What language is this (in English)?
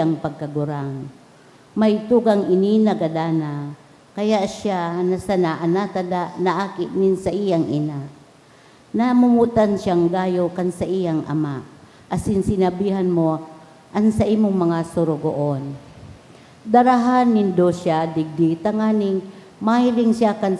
Bikol